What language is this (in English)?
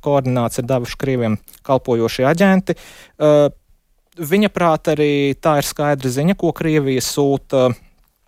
Latvian